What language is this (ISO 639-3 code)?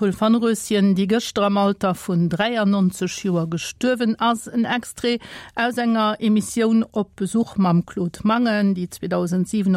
ltz